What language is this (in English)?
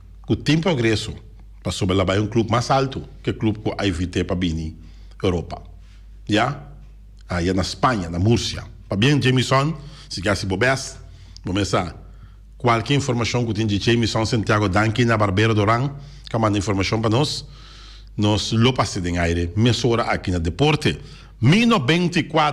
Papiamento